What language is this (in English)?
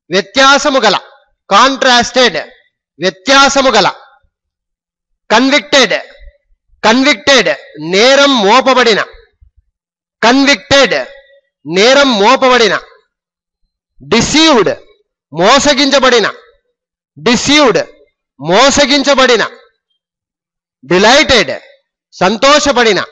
Telugu